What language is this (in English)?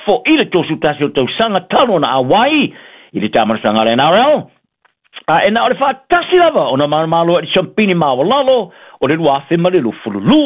Samoan